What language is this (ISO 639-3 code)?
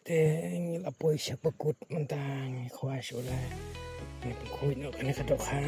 kha